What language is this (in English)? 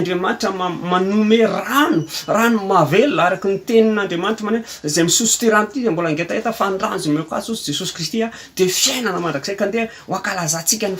Malagasy